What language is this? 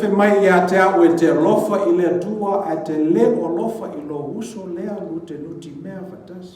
Samoan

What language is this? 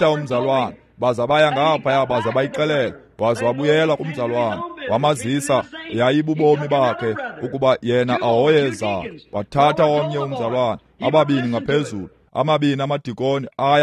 Xhosa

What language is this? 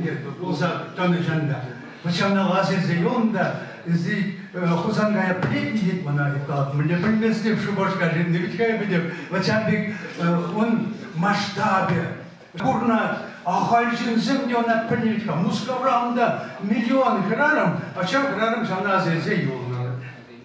Chuvash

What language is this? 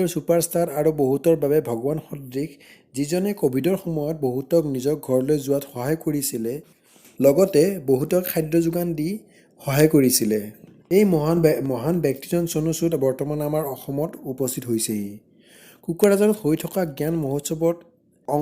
Assamese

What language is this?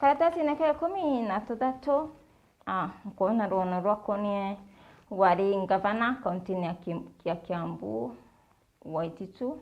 Meru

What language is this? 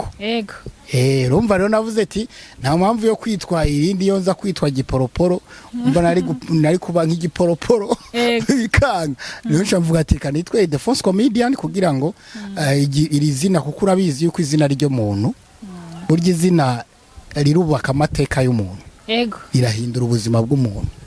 Rundi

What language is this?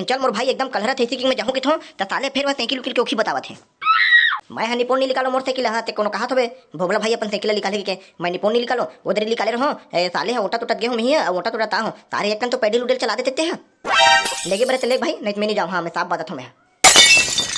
Chhattisgarhi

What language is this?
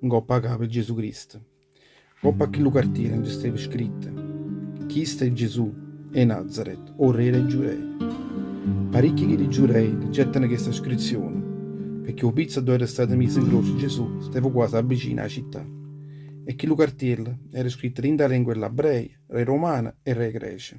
Neapolitan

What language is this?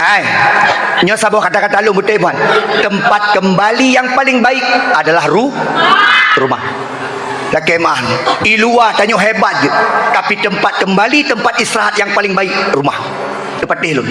Achinese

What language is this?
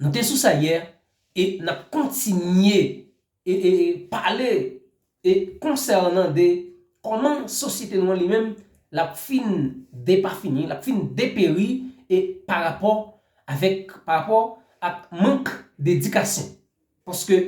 Haitian Creole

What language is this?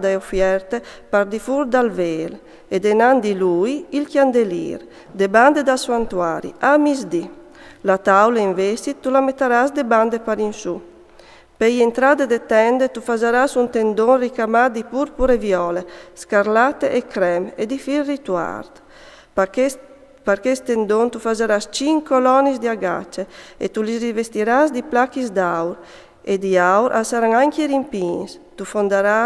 Friulian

